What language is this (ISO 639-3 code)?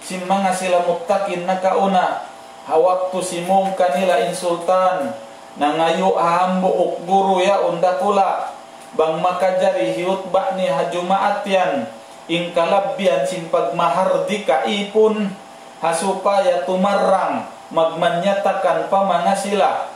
tsg